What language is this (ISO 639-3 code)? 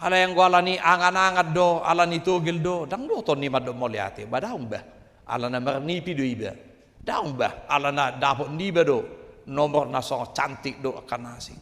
bbc